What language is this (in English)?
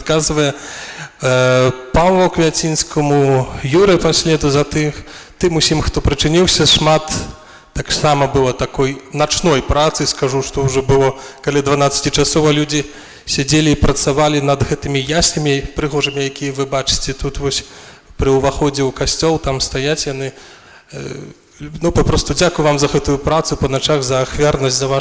Belarusian